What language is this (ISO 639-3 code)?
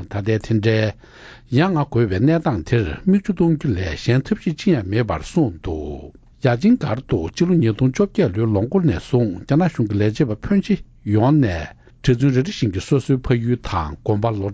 bod